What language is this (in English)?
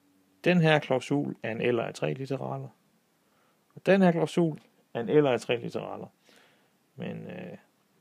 Danish